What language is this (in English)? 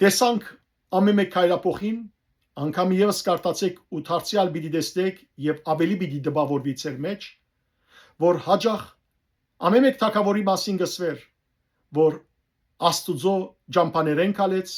Western Armenian